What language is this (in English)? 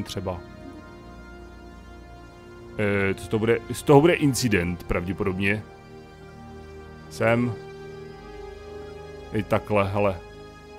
Czech